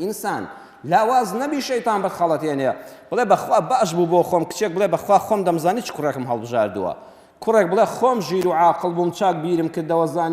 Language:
Central Kurdish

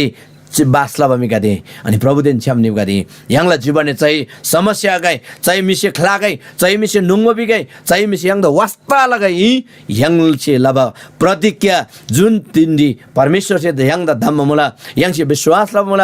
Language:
Eastern Tamang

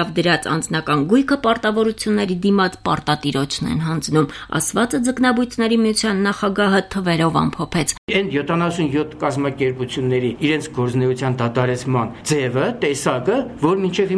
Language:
Armenian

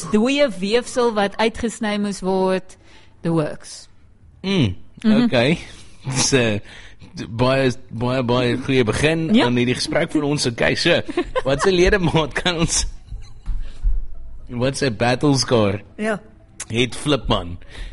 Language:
Afrikaans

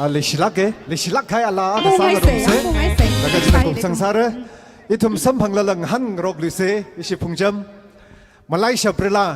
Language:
Tangkhul Naga (India)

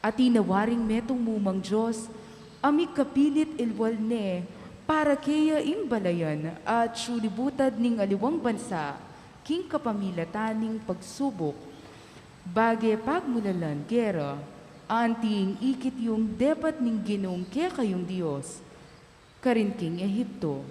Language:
Pampanga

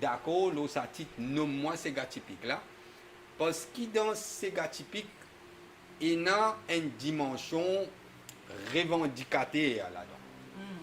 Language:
Morisyen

